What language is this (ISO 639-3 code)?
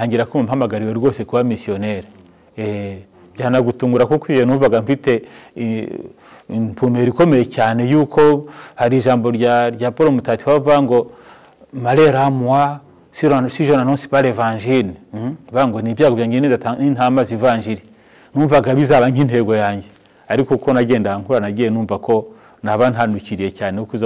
kin